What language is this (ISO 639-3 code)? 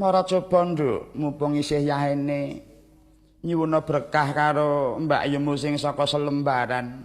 jav